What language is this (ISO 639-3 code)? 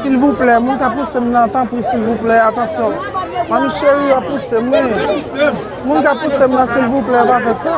hat